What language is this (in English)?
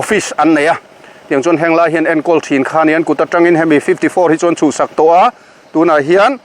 Mizo